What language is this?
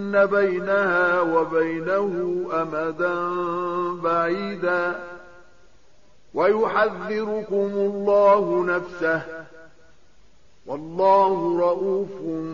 Arabic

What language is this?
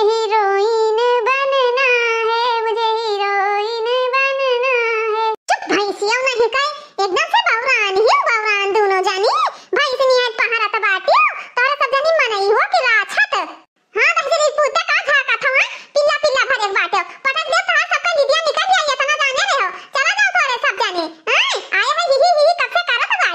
Awadhi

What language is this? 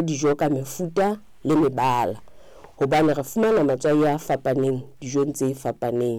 Southern Sotho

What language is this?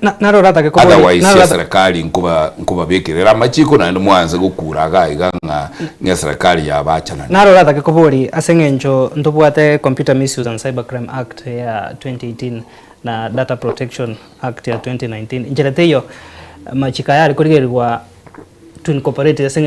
Gusii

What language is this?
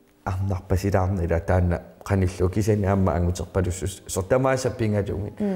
Kalaallisut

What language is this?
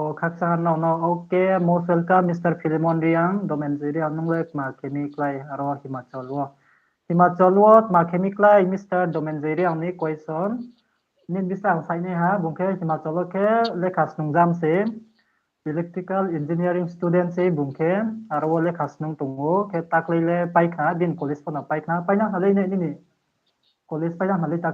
Riang (India)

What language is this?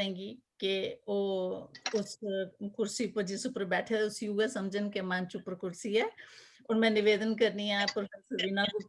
Dogri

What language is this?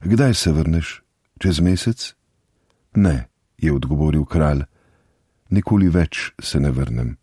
Slovenian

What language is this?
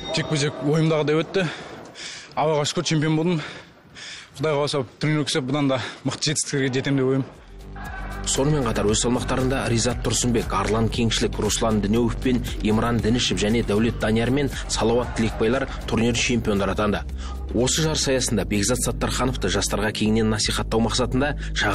Kazakh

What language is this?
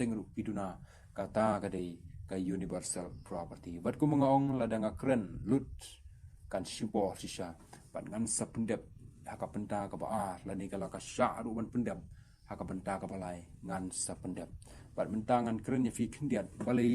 Khasi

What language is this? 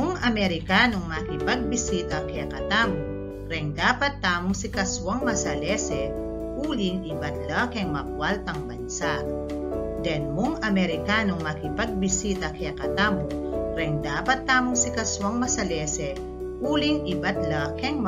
Pampanga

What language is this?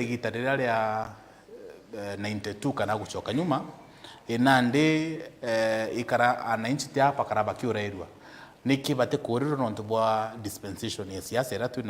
Meru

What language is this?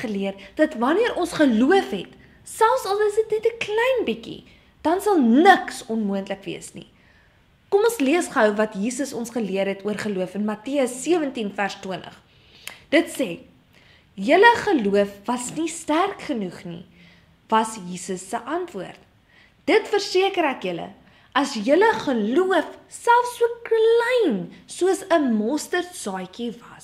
Afrikaans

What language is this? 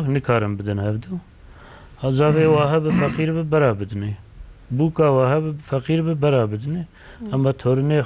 Kurdish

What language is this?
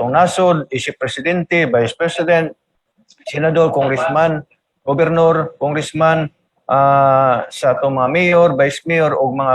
Cebuano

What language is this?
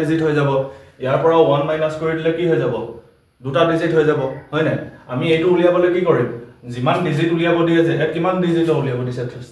Assamese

